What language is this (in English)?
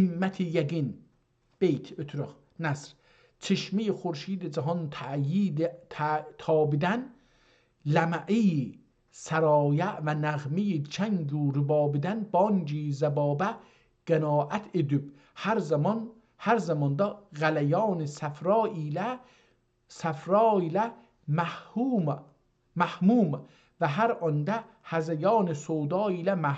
South Azerbaijani